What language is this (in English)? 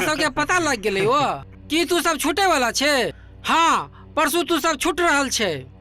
Maithili